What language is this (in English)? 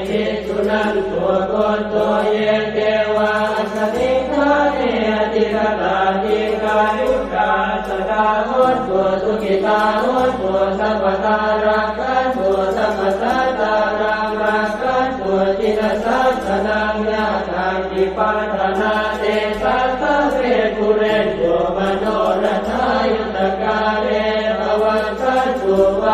Pali